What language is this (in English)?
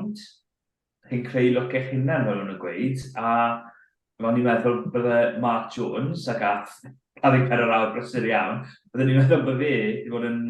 Welsh